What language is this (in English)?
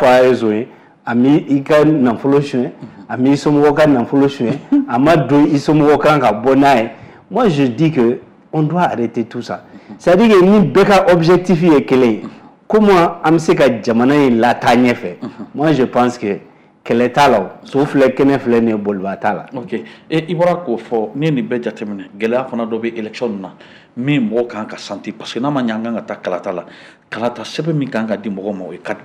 Bambara